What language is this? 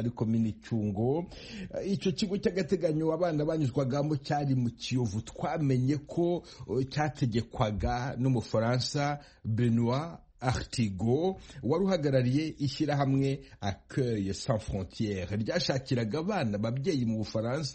Kinyarwanda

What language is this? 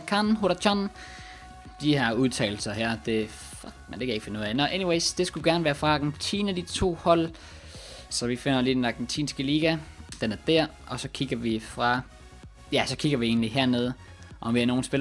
Danish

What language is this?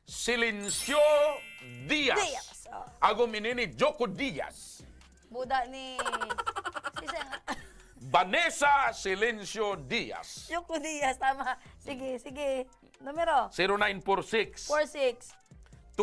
Bikol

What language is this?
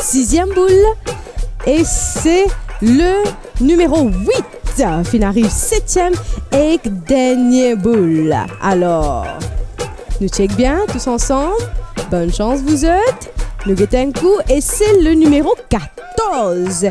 Morisyen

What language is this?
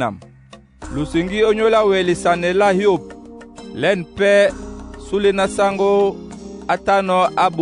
Duala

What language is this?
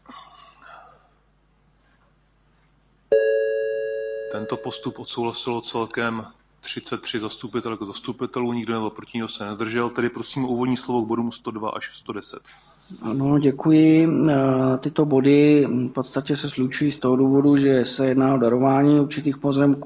Czech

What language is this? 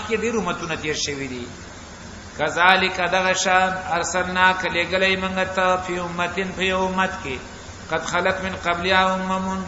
Pashto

